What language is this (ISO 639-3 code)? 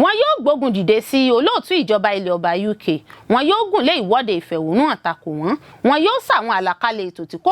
yor